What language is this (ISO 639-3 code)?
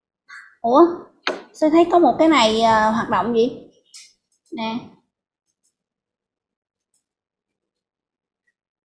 vie